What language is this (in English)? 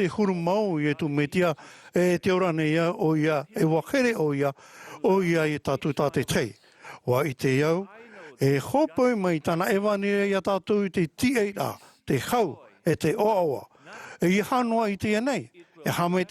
Tahitian